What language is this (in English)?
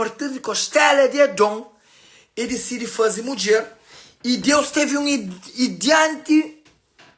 Kabuverdianu